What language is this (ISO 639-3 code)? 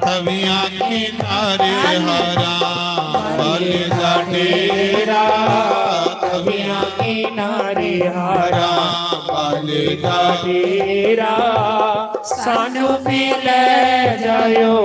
doi